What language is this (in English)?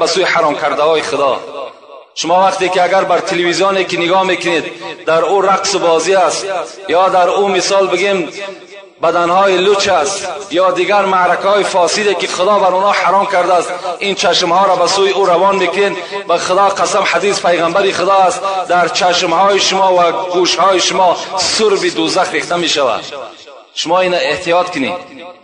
Tajik